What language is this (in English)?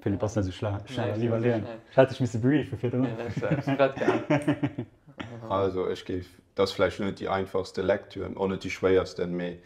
Luxembourgish